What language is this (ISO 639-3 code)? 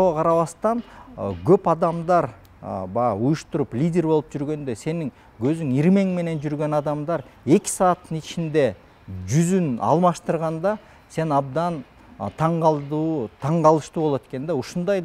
kir